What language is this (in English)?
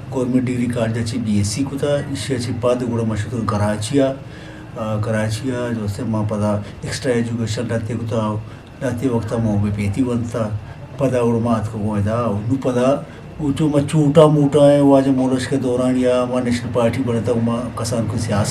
Eastern Balochi